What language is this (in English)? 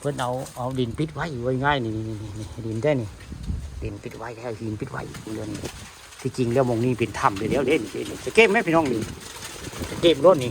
Northeastern Thai